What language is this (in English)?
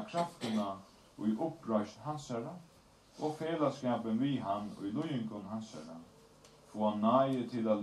Faroese